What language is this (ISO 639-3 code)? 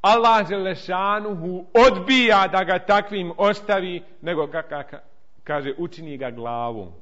bos